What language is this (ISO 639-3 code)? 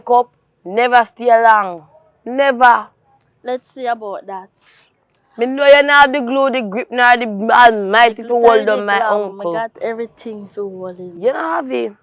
jam